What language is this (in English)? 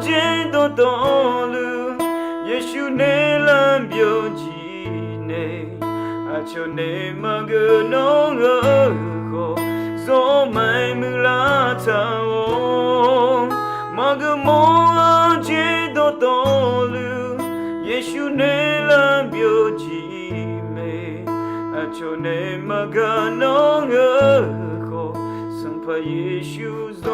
Akha